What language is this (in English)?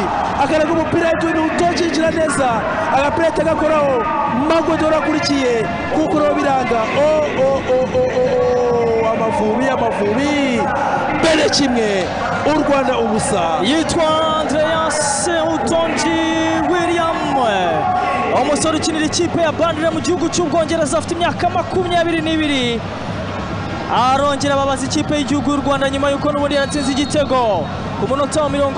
Kinyarwanda